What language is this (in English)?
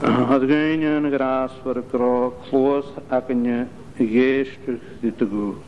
Scottish Gaelic